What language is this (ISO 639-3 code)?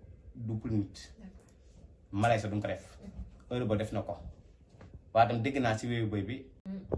wol